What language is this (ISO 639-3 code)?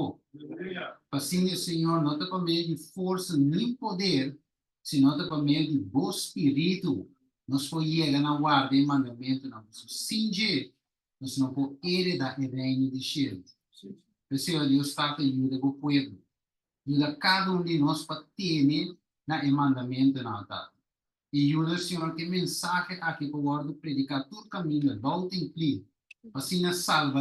pap